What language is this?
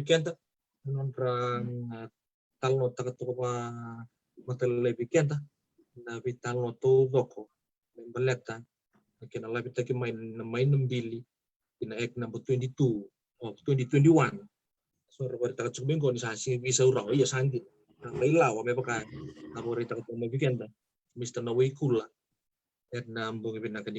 Fijian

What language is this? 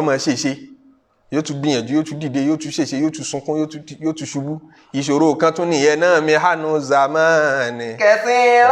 Yoruba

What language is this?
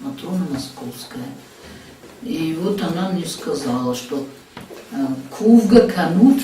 Ossetic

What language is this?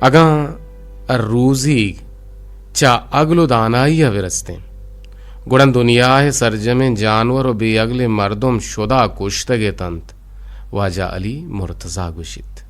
Eastern Balochi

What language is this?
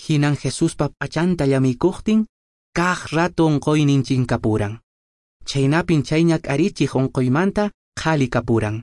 Quechua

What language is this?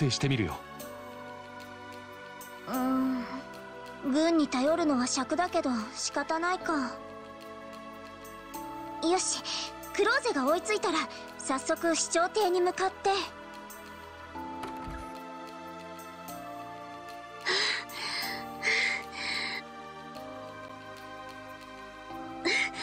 Japanese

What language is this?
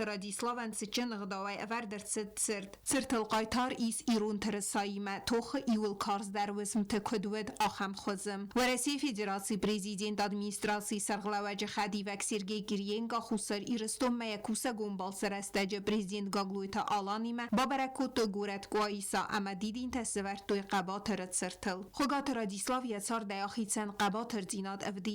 Ossetic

